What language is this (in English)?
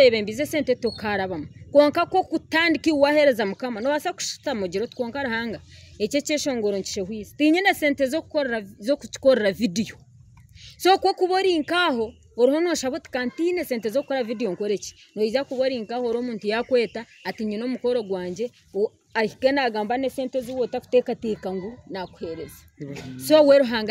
Nyankole